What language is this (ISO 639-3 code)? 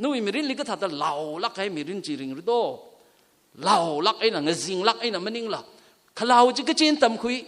nmf